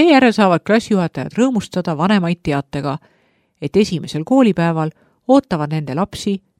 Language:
Estonian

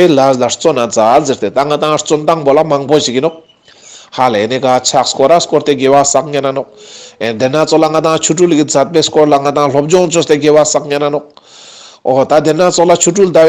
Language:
Ladakhi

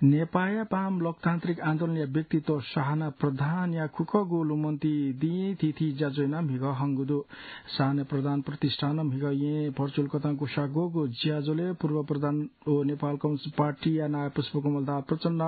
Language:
Newari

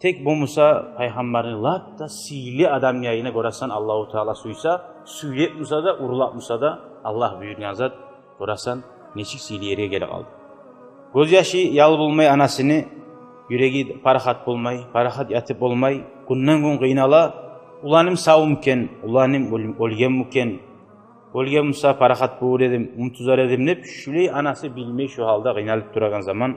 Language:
Kumyk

